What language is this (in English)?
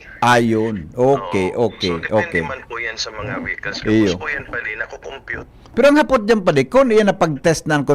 Bikol